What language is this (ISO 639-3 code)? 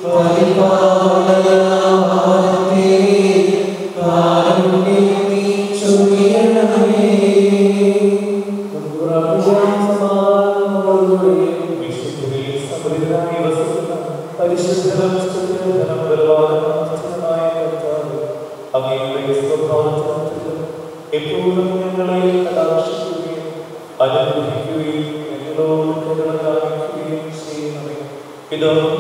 mal